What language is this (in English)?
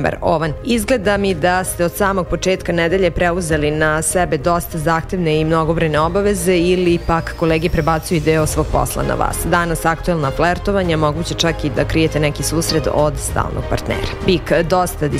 Serbian